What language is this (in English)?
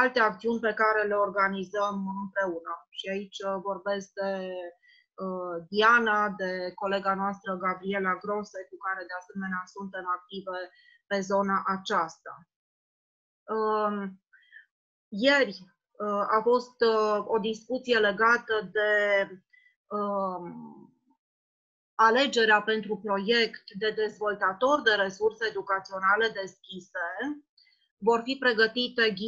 Romanian